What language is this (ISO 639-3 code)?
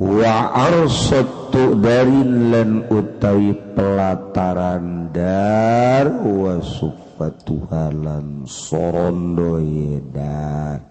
sun